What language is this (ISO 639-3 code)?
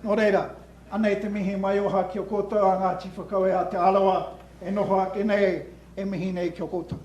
mri